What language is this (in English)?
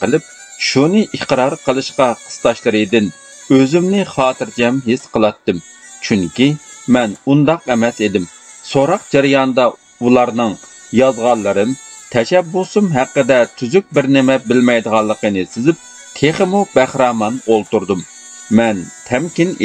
Uyghur